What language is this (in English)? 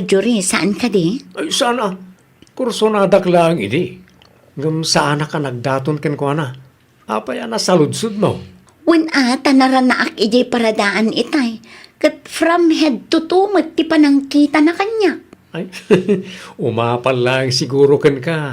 Iloko